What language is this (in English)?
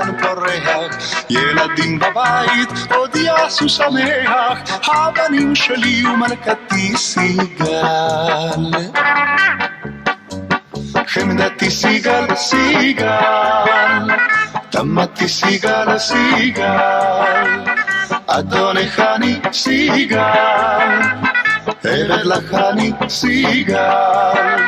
Hebrew